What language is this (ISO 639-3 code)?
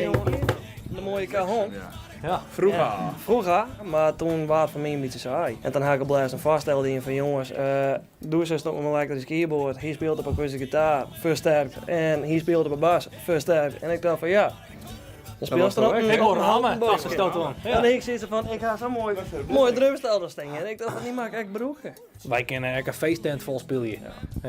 fry